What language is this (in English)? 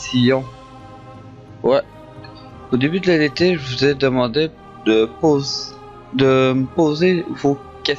French